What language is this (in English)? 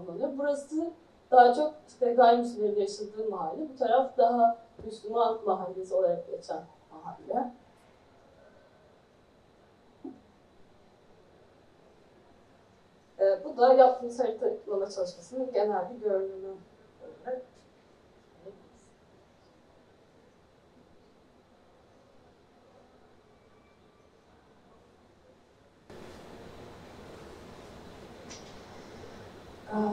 Turkish